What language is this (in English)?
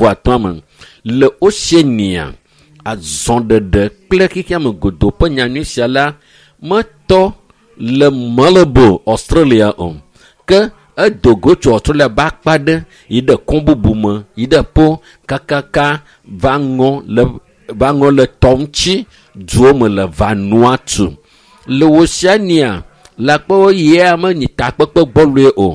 Ewe